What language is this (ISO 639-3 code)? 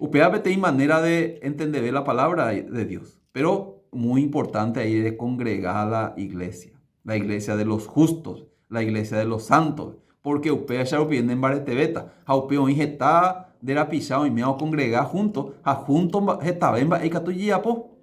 grn